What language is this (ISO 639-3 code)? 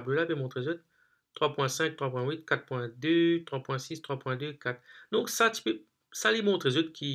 mfe